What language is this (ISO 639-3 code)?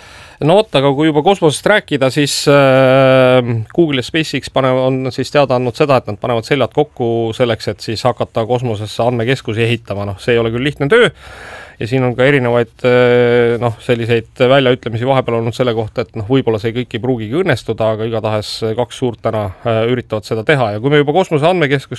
est